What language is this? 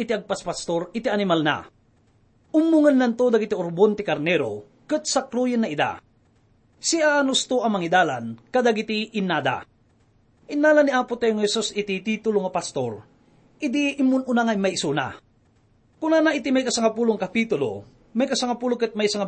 Iloko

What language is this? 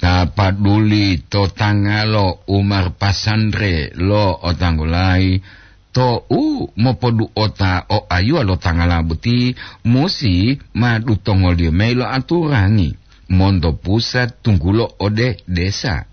Gorontalo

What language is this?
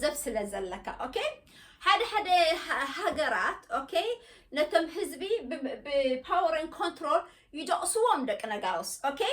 Tigrinya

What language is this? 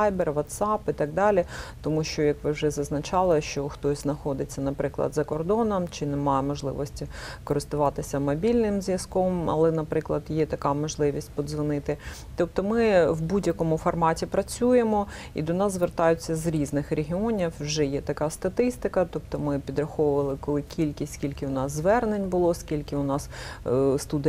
Ukrainian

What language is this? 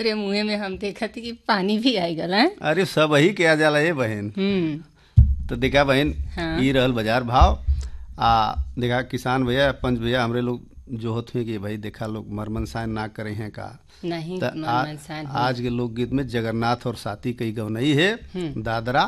Bhojpuri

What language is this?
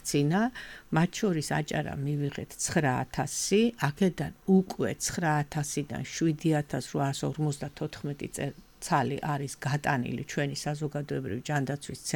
Georgian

